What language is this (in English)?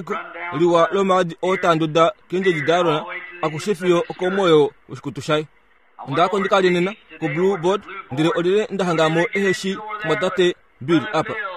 Kuanyama